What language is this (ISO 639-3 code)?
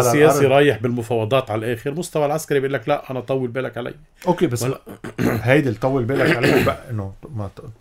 apc